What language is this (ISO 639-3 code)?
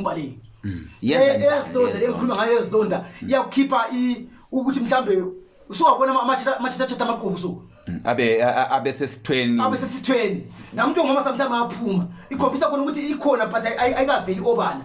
zul